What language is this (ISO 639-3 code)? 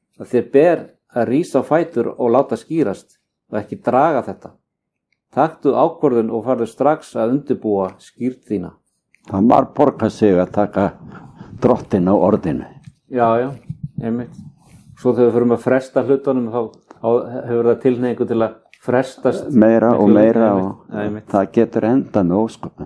isl